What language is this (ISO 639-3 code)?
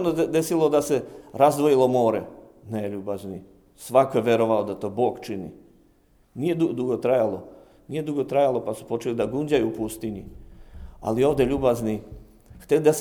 srp